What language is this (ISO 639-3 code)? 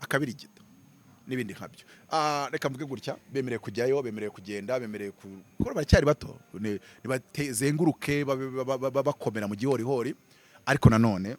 kin